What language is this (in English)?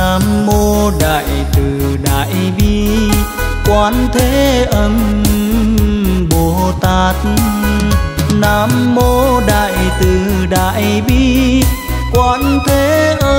Vietnamese